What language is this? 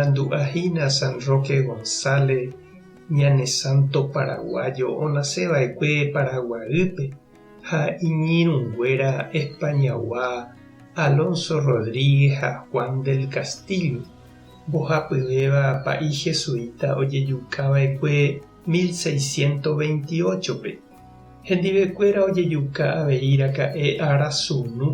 Guarani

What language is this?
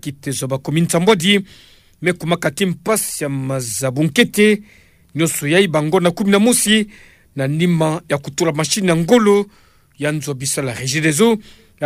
Kituba (Democratic Republic of Congo)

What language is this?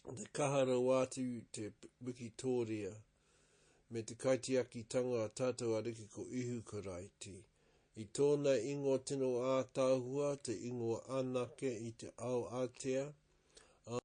Māori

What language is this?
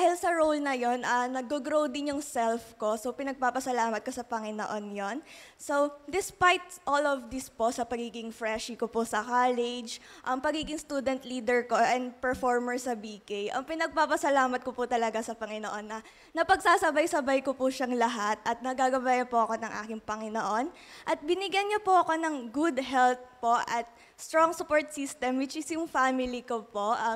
Filipino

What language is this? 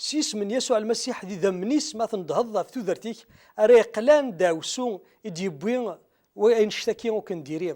Kabyle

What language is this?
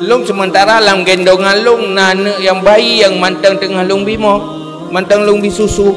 Achinese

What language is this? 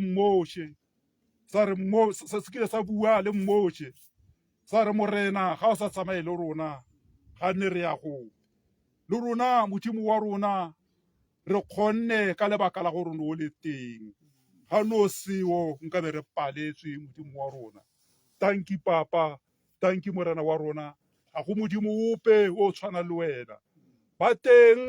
Tswana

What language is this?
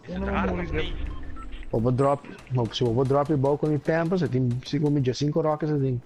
Papiamento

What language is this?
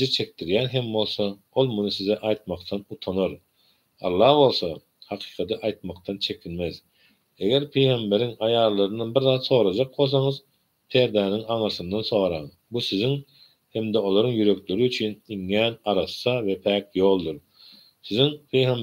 Turkmen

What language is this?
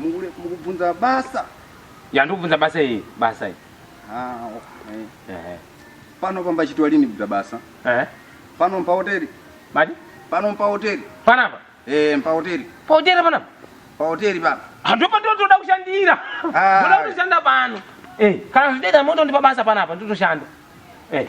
Shona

